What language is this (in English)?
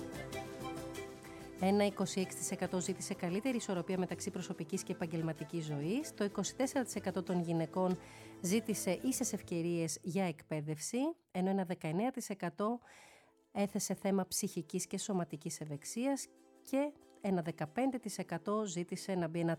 Greek